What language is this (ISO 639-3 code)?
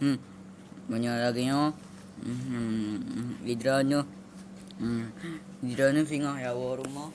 ace